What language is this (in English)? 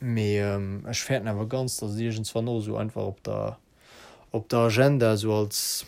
Luxembourgish